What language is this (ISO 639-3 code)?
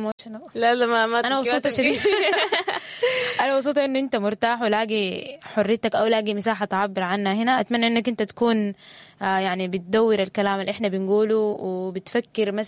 apd